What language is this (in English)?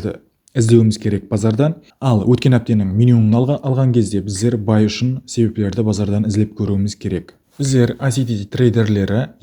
Kara-Kalpak